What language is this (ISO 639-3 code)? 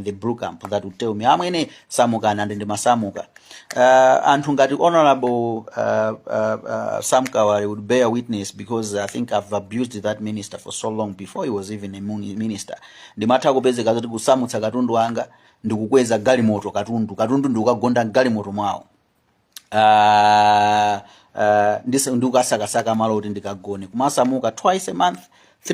nya